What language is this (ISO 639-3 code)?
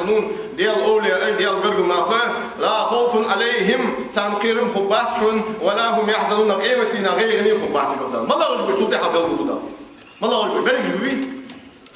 inh